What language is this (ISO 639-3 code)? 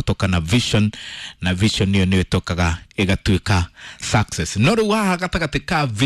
kik